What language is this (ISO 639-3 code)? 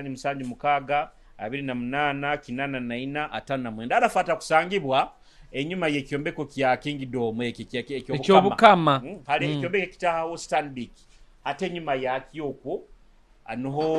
nyo